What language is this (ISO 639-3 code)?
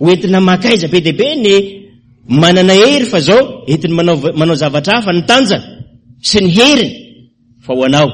mlg